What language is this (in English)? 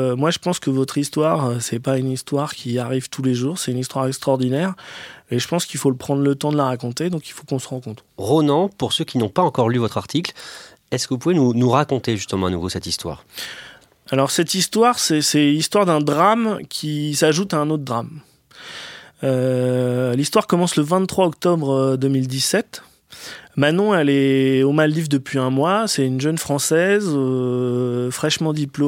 French